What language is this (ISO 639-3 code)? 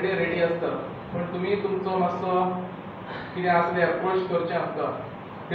kok